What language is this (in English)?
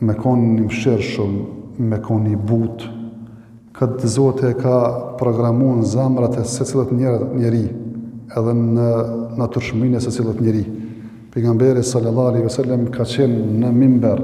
Albanian